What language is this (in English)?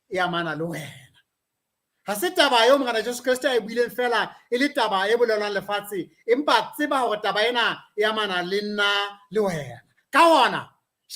Southern Sotho